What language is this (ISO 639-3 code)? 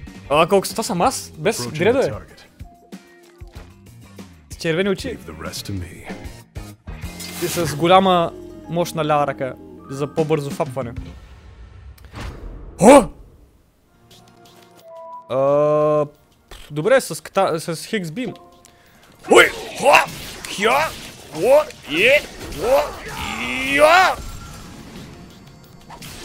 bul